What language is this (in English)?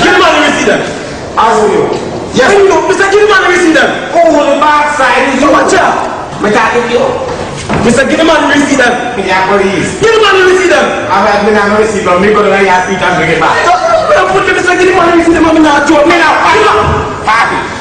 Jamaican Creole English